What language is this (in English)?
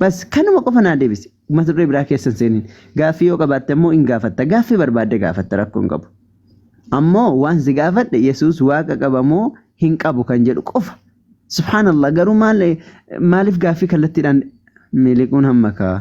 Oromo